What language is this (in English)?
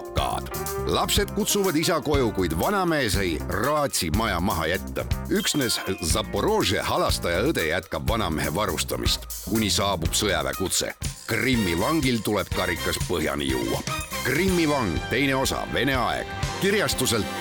Estonian